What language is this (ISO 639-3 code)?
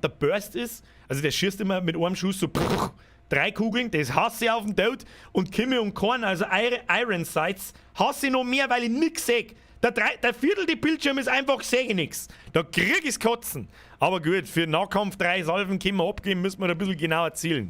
bar